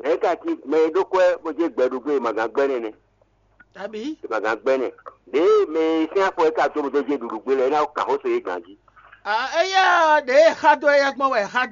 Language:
Fon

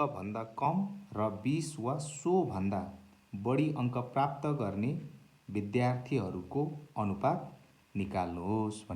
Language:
Nepali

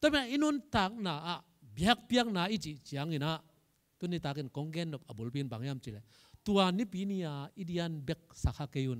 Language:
Tedim Chin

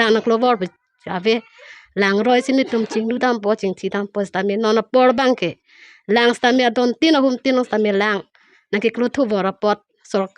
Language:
Karbi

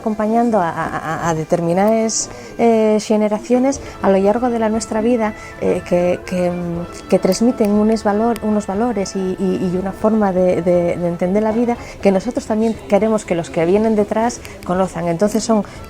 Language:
Asturian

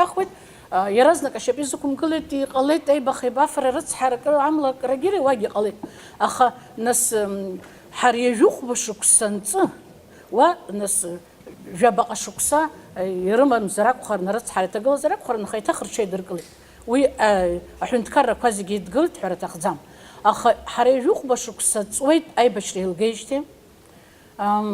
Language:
Abkhazian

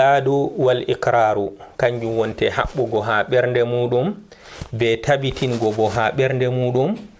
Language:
Fula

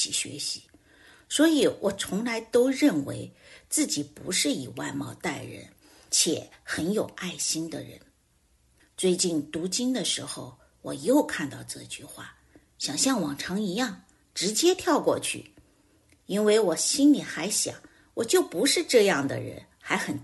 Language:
Chinese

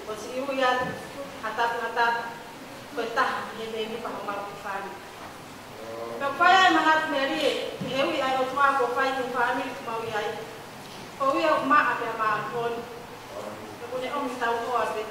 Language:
Tongan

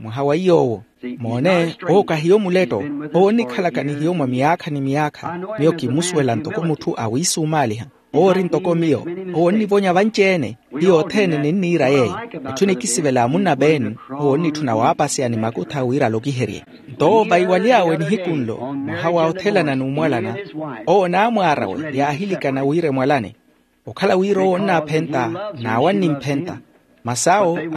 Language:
Makhuwa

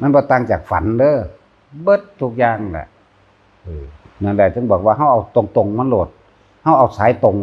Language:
Northeastern Thai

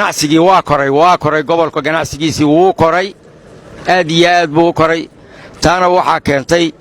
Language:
Somali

